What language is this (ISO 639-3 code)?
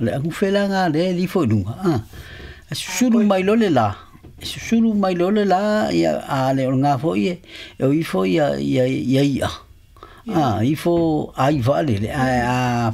smo